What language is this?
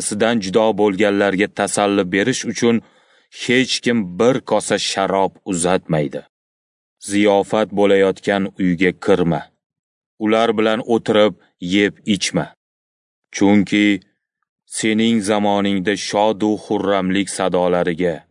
Uzbek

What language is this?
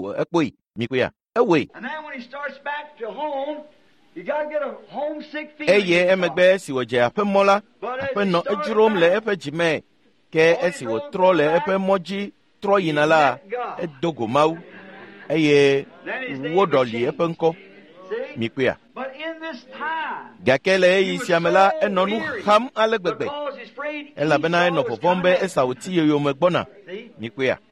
Ewe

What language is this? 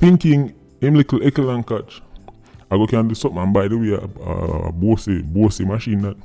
Jamaican Creole English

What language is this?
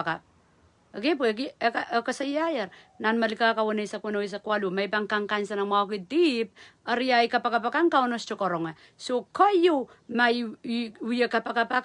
Pohnpeian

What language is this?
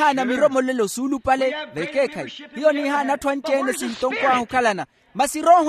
Makhuwa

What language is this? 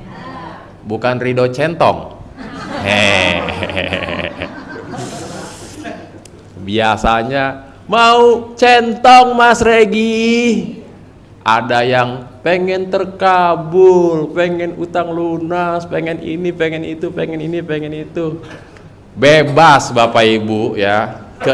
Indonesian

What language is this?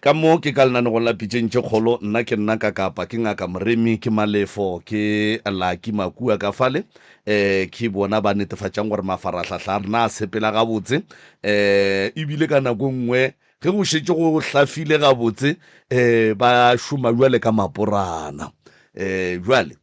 Northern Sotho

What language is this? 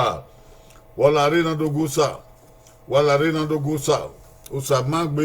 Bini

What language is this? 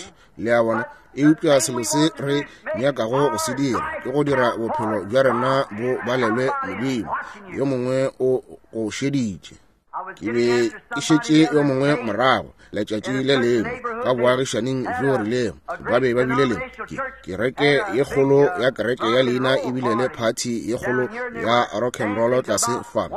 Northern Sotho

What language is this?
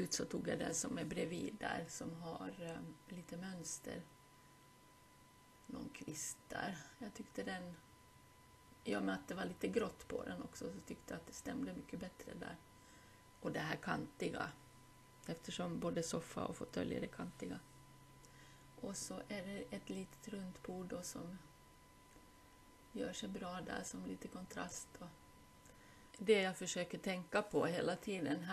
Swedish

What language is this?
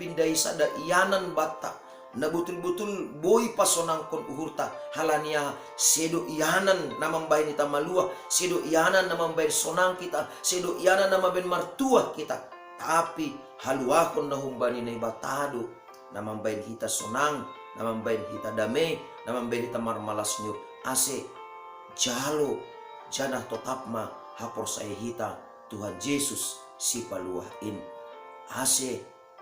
Batak Simalungun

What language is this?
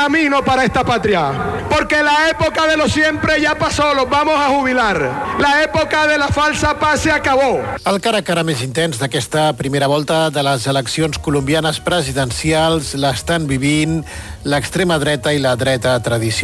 Catalan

